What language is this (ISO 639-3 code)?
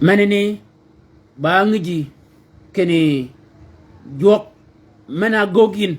shk